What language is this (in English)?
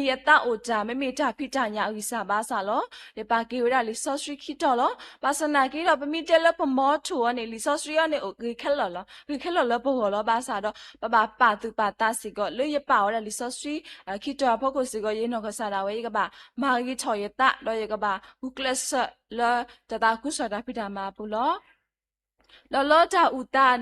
S'gaw Karen